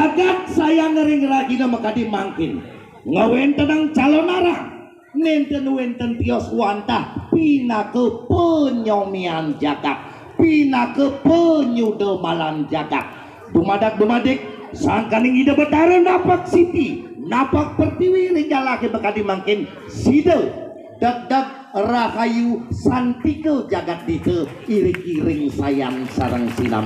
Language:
Balinese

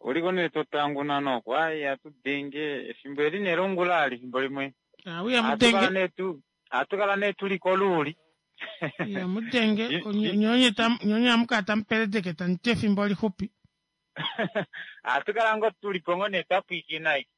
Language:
Kuanyama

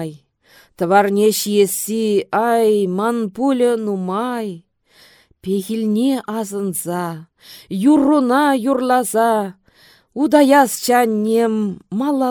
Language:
Chuvash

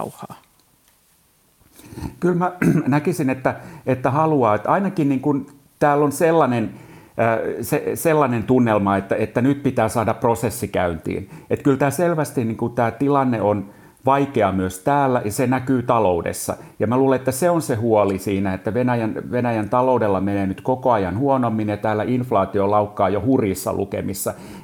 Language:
Finnish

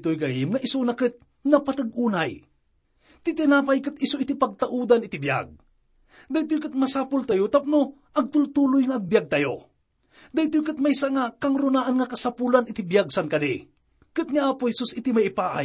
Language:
Iloko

